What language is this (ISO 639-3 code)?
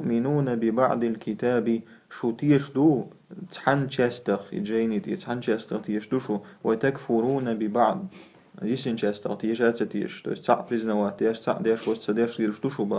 che